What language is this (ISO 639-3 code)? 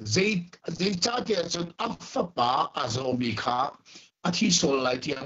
cnh